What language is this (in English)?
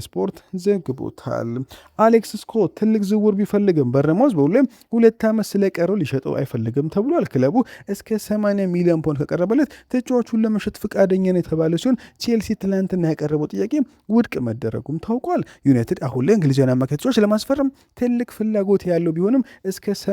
Amharic